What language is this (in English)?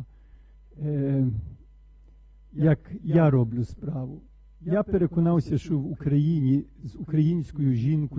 Ukrainian